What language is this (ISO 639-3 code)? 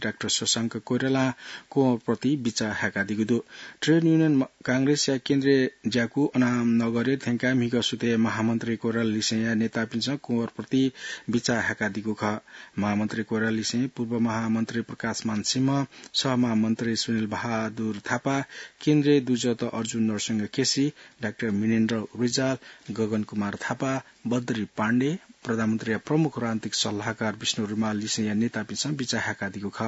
new